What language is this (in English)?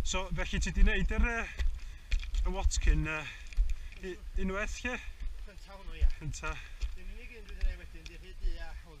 Welsh